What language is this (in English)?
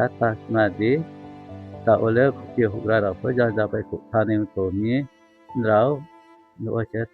Riang (India)